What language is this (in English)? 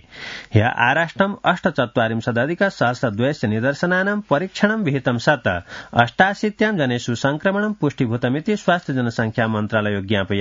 Sanskrit